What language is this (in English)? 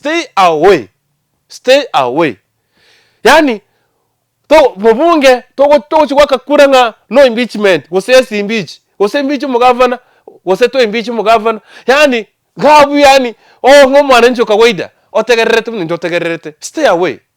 Gusii